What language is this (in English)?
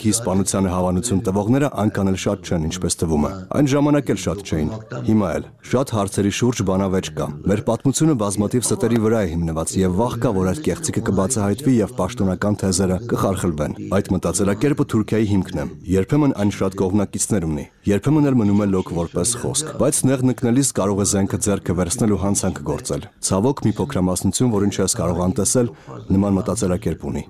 Armenian